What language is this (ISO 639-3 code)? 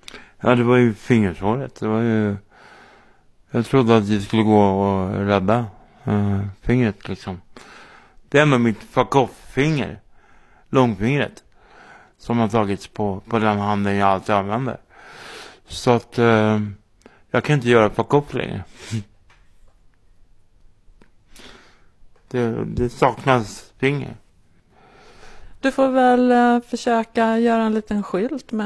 swe